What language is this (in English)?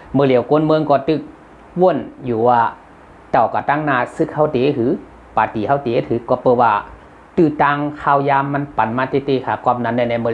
Shan